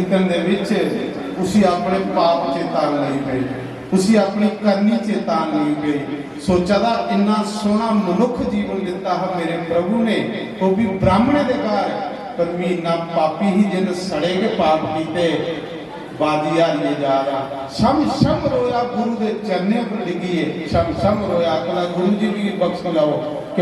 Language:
Dogri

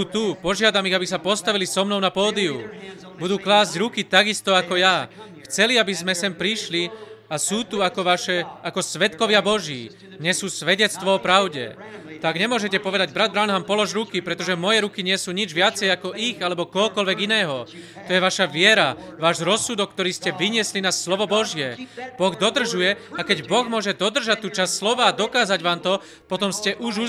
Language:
Slovak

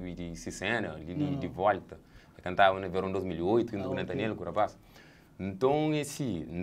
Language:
Kabuverdianu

